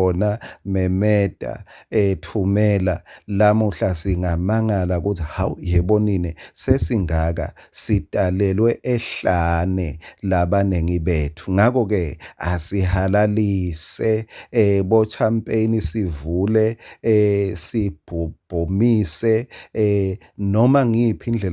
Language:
Swati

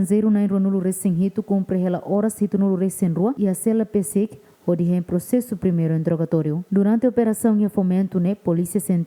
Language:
Tetum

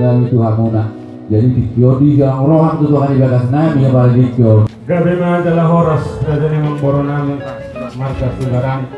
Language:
Batak Toba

